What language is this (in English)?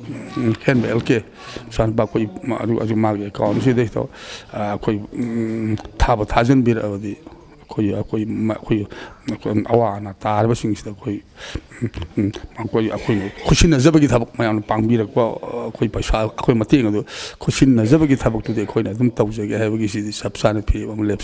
Manipuri